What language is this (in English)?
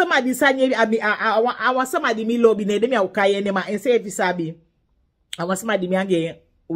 Sranan Tongo